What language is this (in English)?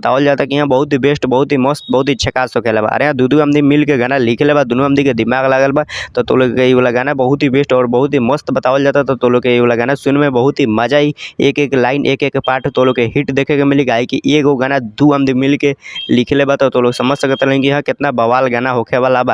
Bhojpuri